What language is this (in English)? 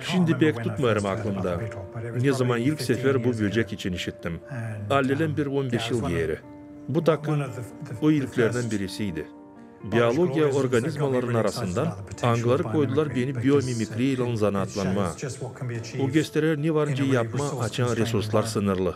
Gagauz